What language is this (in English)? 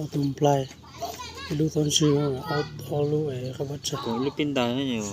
Hmong